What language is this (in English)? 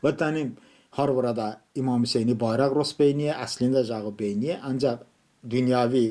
Talysh